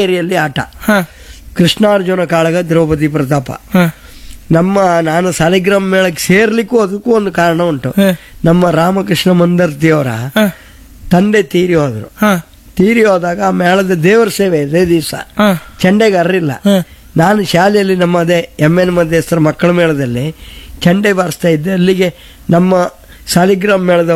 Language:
Kannada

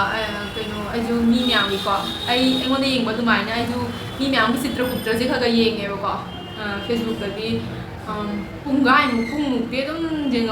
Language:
Manipuri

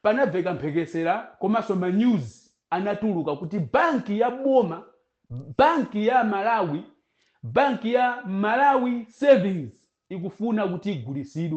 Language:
Nyanja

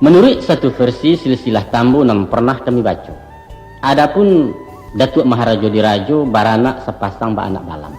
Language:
Minangkabau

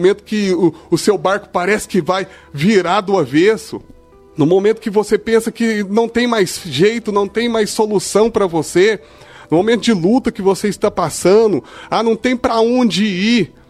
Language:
Portuguese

